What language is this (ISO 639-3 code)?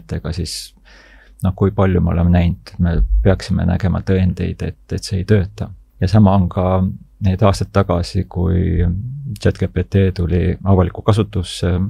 est